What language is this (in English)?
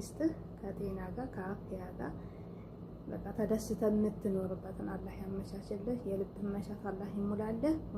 Amharic